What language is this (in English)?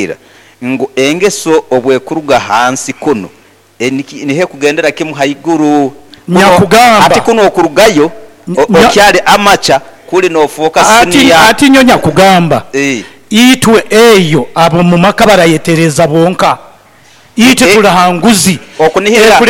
Nyoro